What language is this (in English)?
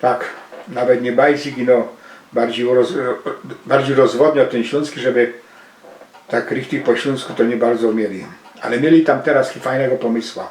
Silesian